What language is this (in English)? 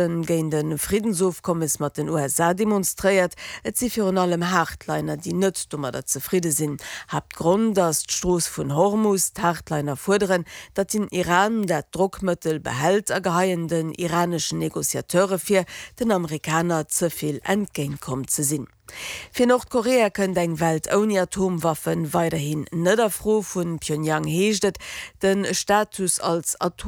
Luxembourgish